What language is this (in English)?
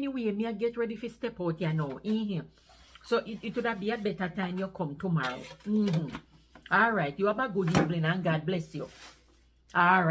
Jamaican Creole English